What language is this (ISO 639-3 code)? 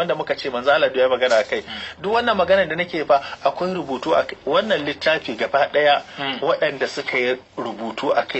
hau